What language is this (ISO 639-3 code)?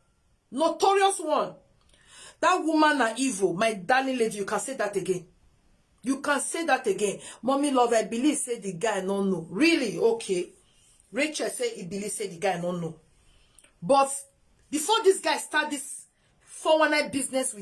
pcm